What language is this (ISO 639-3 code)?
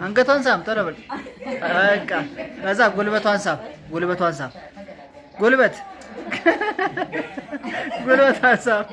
amh